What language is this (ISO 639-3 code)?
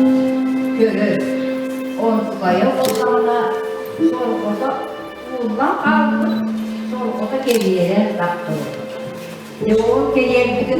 sah